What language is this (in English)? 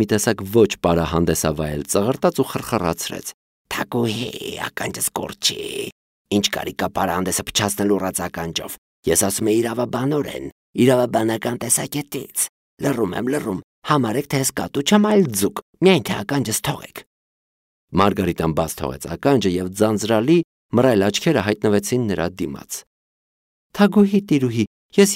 Armenian